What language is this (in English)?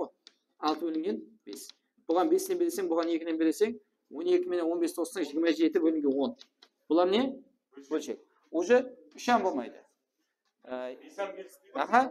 Kara-Kalpak